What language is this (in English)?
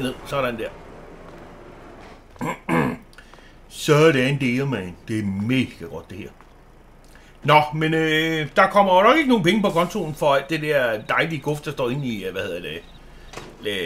Danish